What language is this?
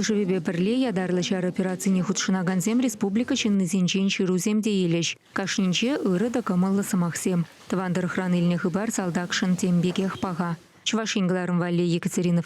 Chuvash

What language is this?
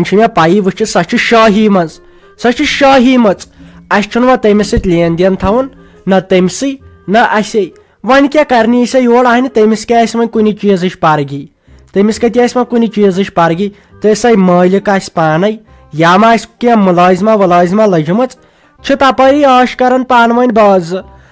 Kashmiri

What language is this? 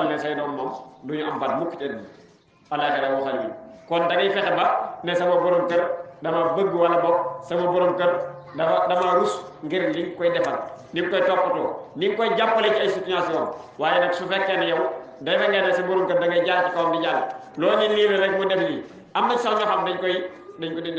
Wolof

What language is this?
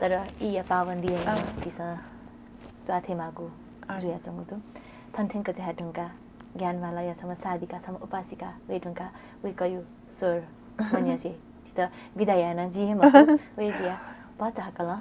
Newari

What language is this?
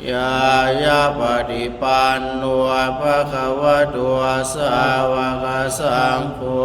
Pali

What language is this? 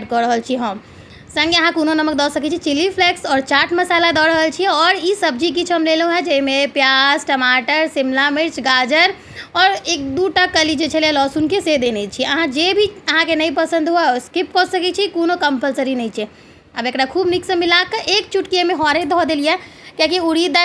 Maithili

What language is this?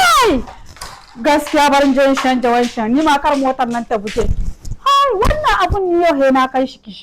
Hausa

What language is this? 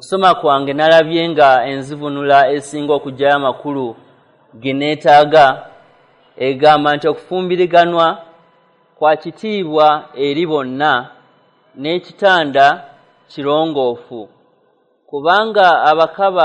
Ganda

